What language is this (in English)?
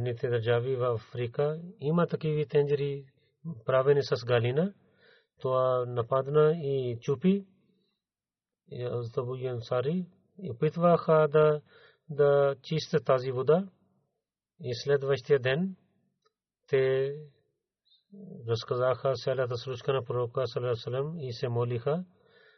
Bulgarian